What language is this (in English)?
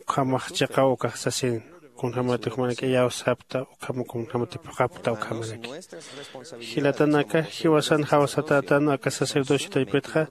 Aymara